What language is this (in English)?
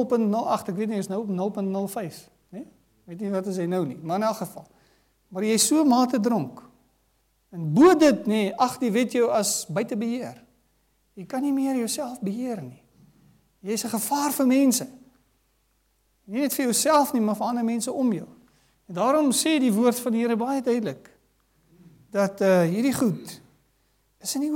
Afrikaans